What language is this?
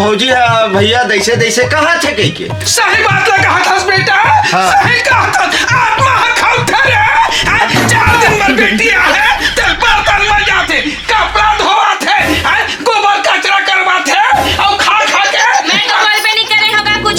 Chhattisgarhi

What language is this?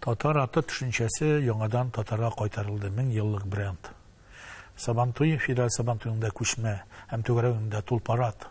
Tatar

